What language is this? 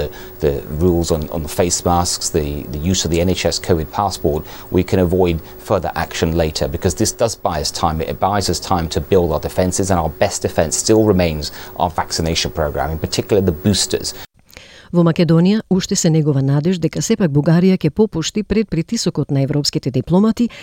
Macedonian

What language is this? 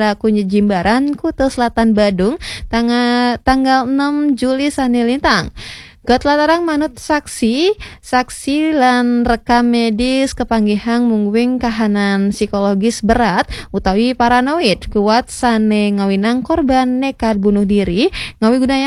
Balinese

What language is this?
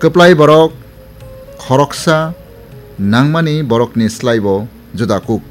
Kok Borok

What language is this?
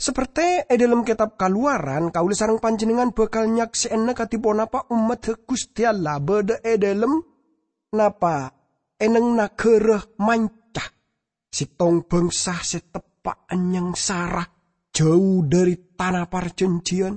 Madurese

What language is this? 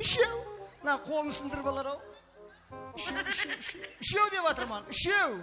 Kara-Kalpak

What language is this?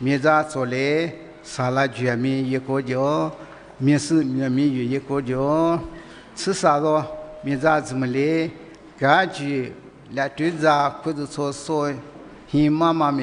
Lisu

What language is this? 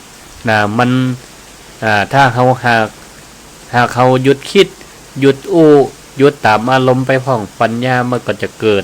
Northern Thai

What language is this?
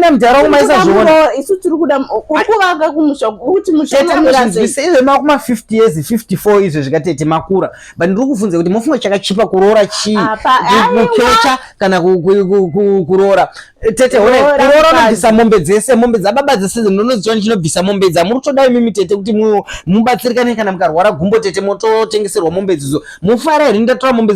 Shona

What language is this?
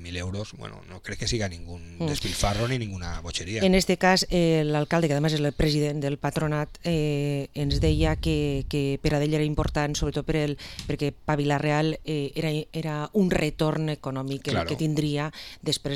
Catalan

